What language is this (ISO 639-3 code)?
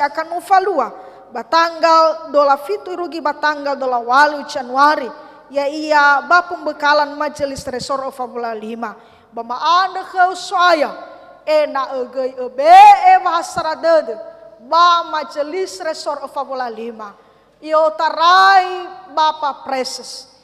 nia